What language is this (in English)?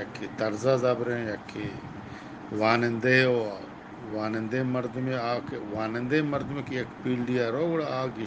Eastern Balochi